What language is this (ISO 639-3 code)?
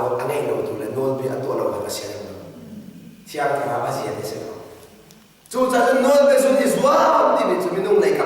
cnh